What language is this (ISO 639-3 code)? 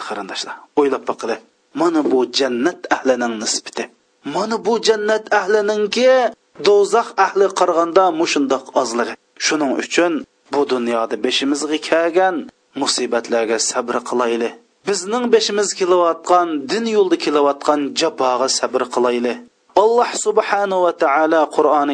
uig